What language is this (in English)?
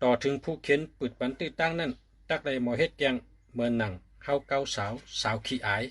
Shan